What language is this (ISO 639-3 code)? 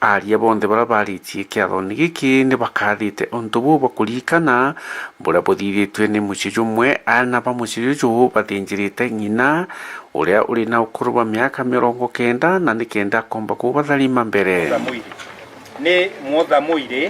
mer